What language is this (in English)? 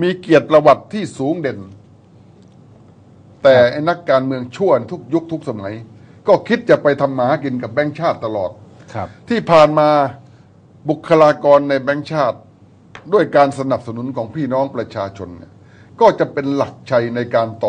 Thai